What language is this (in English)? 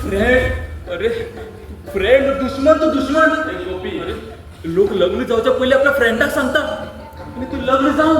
Konkani